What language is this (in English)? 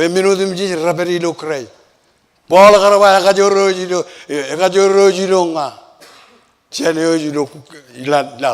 Marshallese